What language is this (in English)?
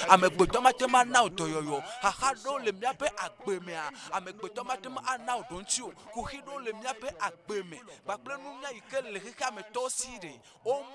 Ewe